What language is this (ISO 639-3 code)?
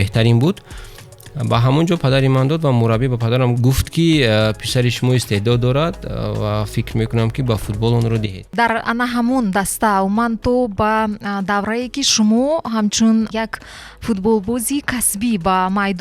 tgk